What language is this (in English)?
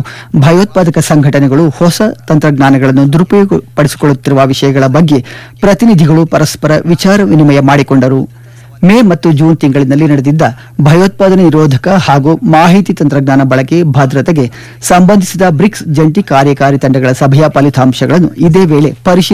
Kannada